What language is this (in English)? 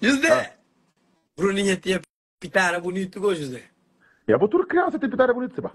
Kabuverdianu